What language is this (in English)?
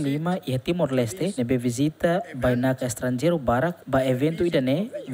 Tetum